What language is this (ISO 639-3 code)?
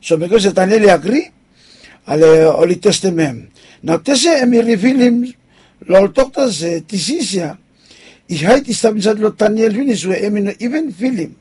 bis